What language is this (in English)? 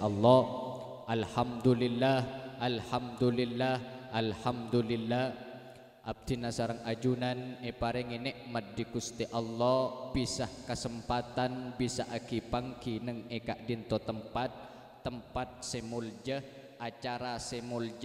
Madurese